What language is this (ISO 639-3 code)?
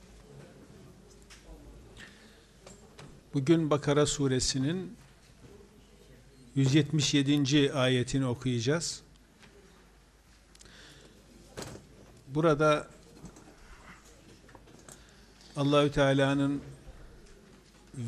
tur